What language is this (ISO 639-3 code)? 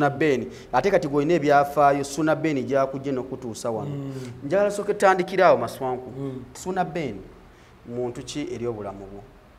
lug